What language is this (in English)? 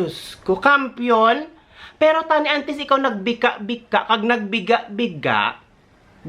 Hiligaynon